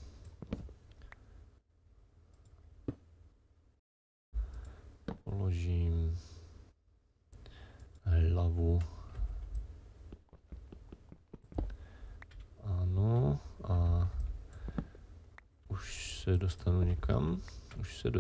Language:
Czech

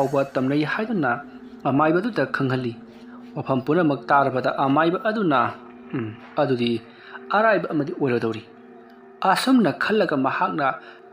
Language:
Manipuri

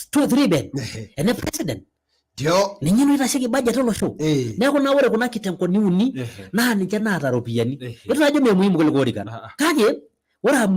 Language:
Masai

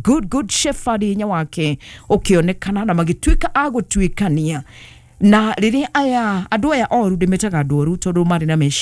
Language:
Kikuyu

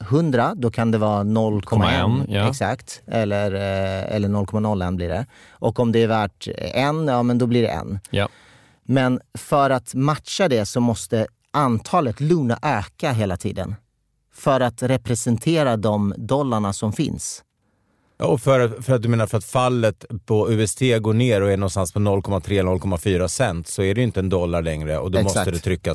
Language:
Swedish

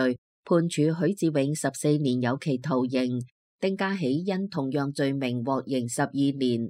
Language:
Cantonese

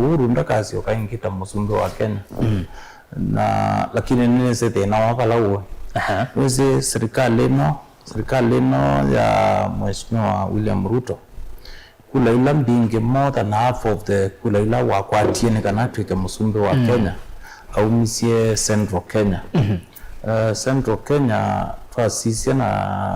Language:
Kamba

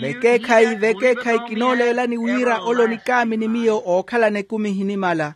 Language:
Makhuwa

